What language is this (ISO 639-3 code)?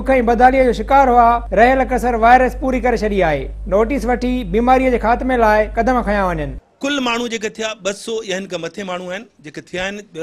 snd